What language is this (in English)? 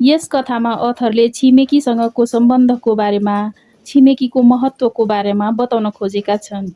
Nepali